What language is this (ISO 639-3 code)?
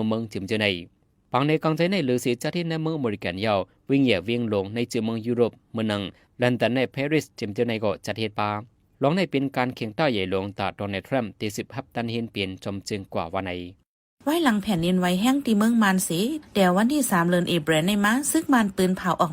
shn